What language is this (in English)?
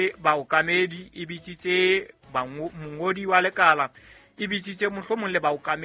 Southern Sotho